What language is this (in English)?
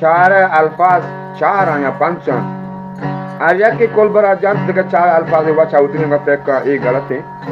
Eastern Balochi